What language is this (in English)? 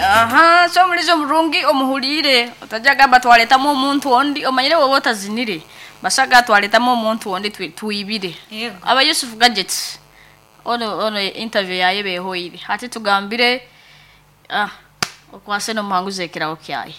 Nyoro